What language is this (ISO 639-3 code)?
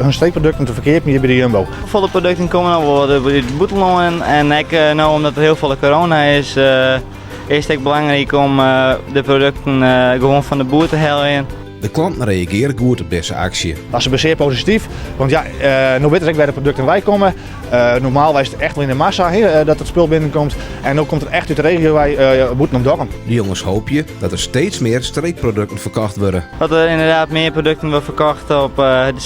fry